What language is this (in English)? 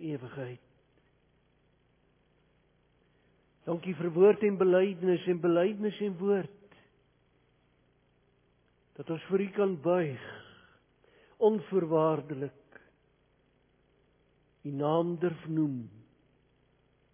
Afrikaans